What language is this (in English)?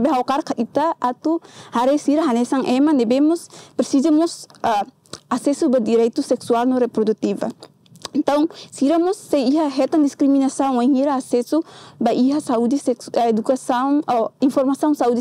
Tetum